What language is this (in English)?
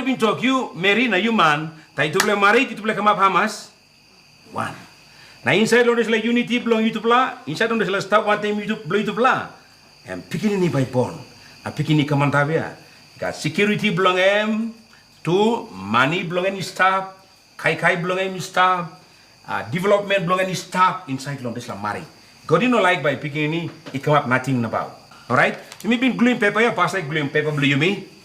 Tok Pisin